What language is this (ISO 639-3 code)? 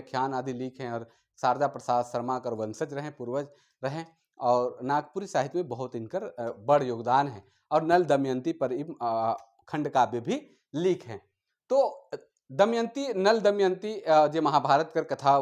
sck